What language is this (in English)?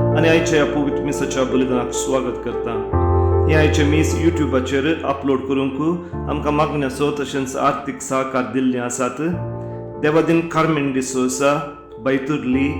Konkani